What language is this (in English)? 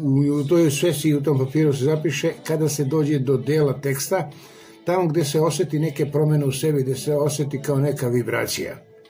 Serbian